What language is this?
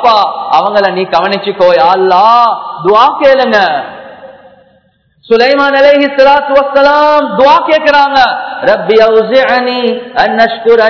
Tamil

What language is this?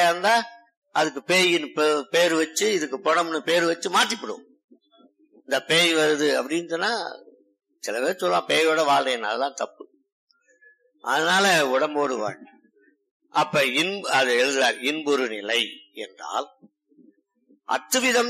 Tamil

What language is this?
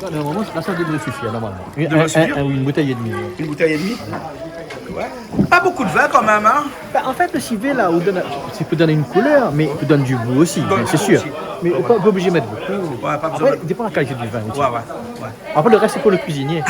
Réunion Creole French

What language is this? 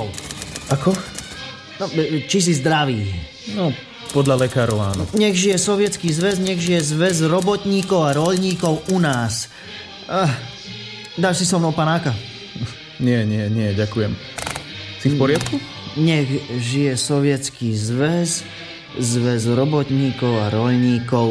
Slovak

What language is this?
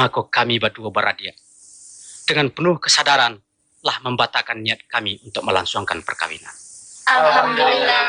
Minangkabau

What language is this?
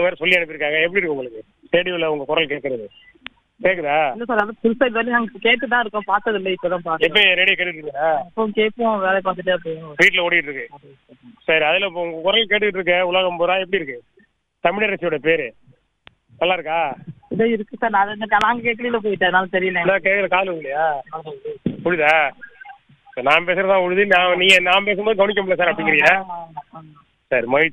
Tamil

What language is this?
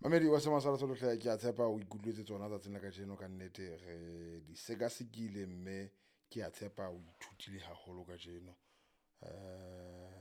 Southern Sotho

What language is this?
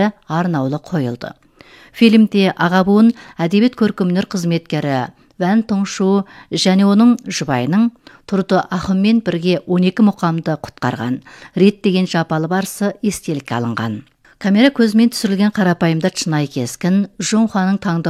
Kazakh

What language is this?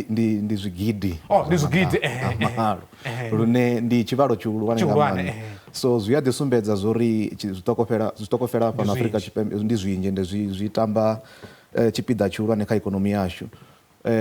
Venda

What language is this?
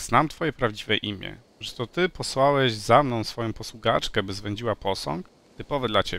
Polish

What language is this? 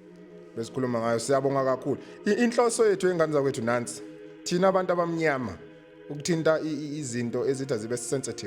Zulu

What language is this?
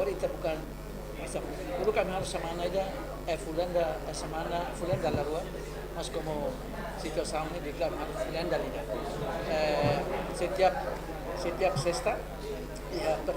Tetum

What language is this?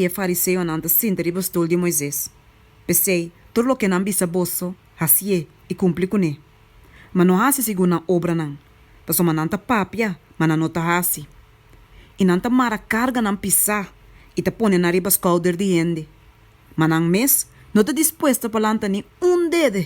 Papiamento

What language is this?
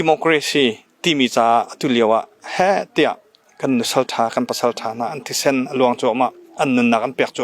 Hakha Chin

